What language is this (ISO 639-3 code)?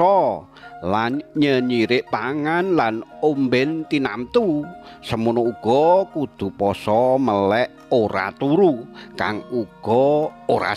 jav